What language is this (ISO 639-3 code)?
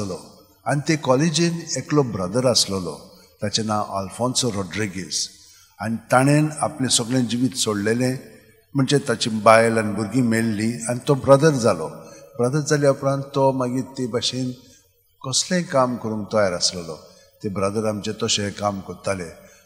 kok